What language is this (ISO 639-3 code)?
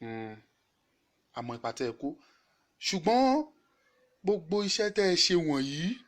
yor